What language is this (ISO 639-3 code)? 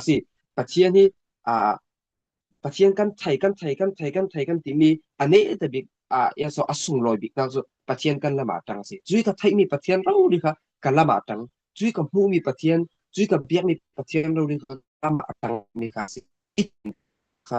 cfm